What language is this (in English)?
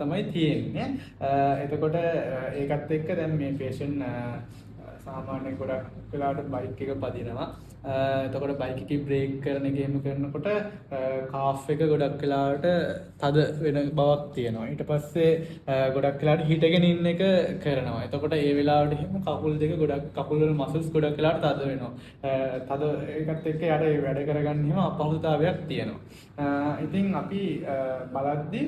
Sinhala